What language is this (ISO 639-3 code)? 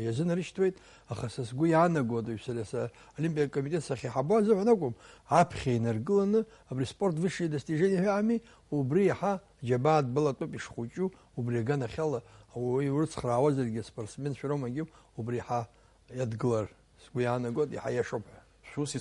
abk